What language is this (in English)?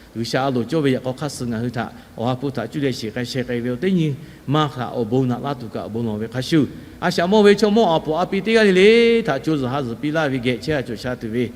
Lahu